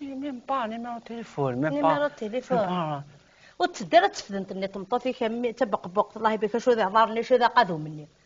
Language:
Kabyle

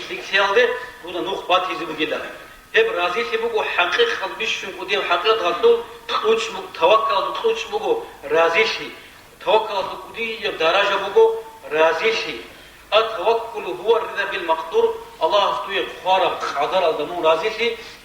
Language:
Avaric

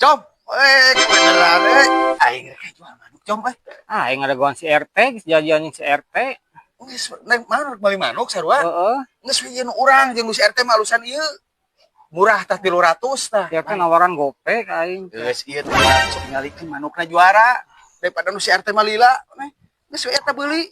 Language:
Sundanese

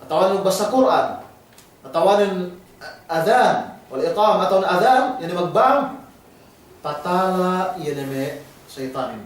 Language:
Yakan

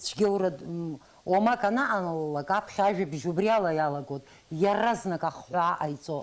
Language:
Abkhazian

